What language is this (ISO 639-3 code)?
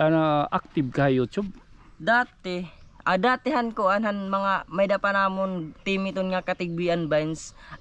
war